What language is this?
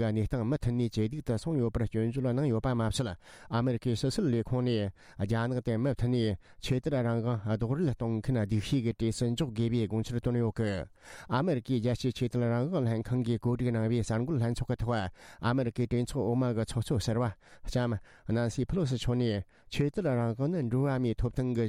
Tibetan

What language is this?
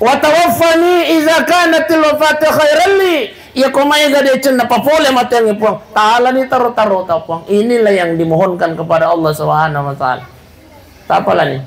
Buginese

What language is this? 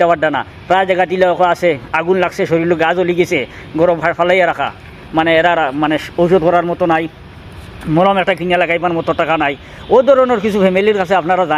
Sylheti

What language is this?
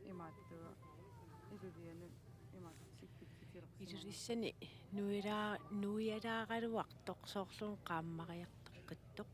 Kalaallisut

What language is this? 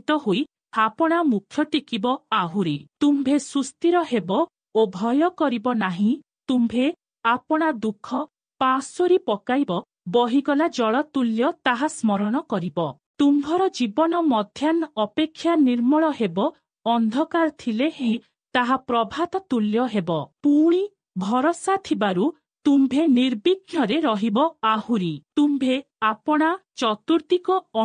Odia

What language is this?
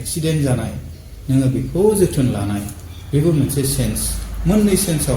Bodo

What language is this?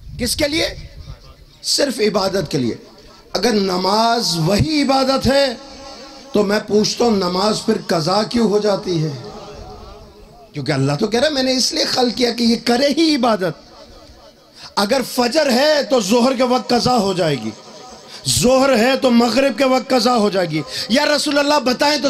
Urdu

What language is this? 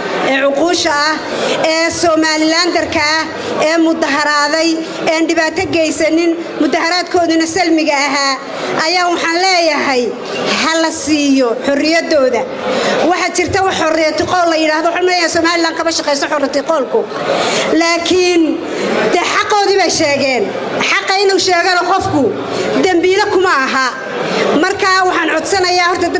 Somali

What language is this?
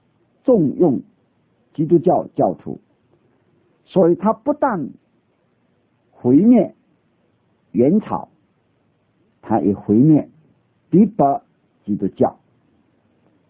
Chinese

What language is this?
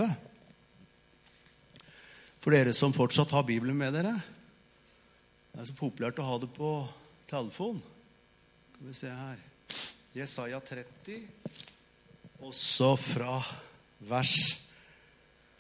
Norwegian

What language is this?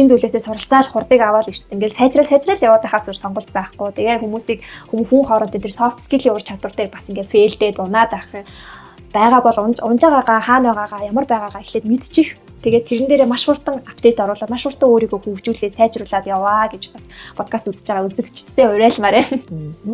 Mongolian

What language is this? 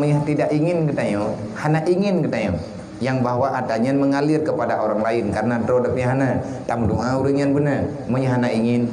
Achinese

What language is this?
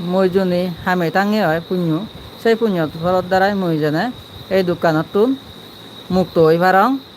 Chakma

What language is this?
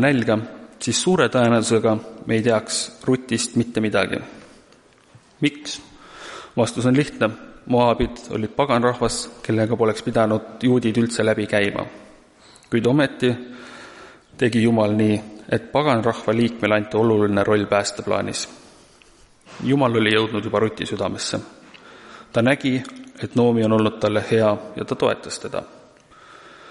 Estonian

